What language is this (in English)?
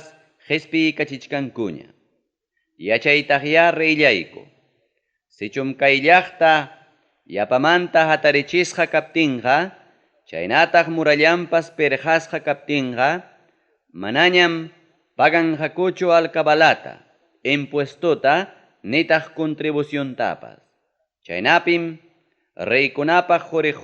Ayacucho Quechua